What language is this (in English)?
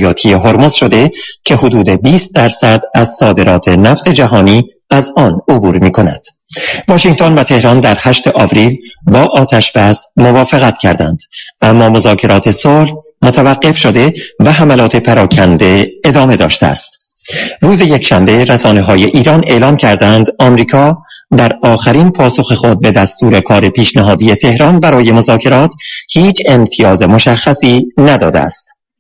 Persian